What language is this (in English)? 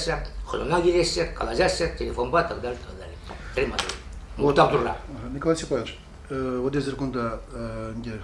Chuvash